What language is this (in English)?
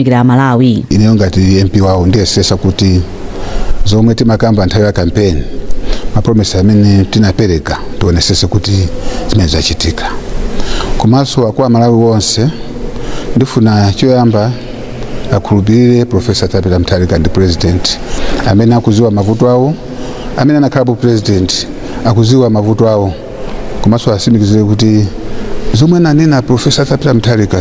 Nyanja